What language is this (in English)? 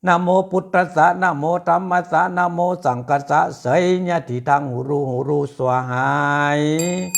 Pali